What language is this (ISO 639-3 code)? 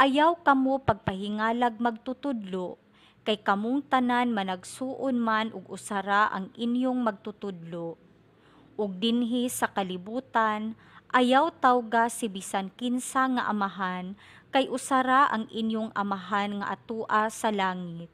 ceb